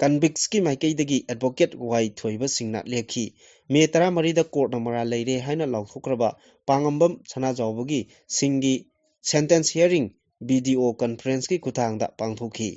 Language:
Manipuri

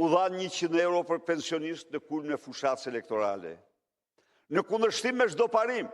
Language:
Albanian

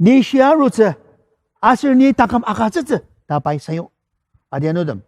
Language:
Ao Naga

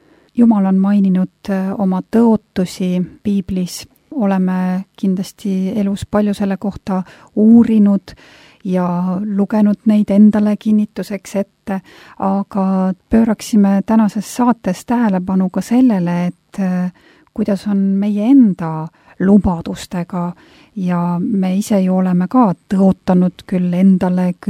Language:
Estonian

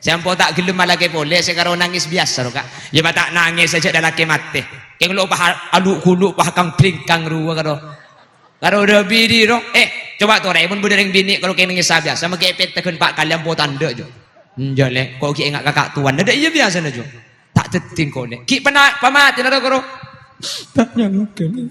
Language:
Madurese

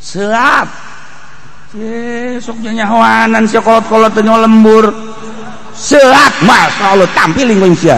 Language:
Sundanese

